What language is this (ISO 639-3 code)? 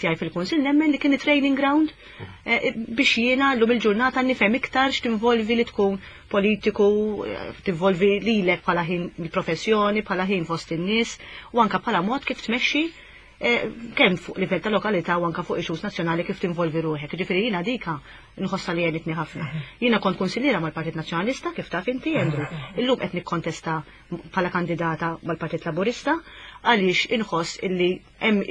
mlt